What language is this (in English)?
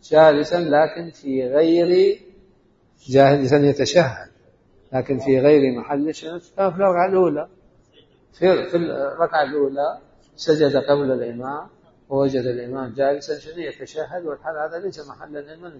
Mesopotamian Arabic